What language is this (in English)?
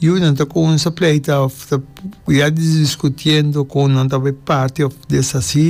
Papiamento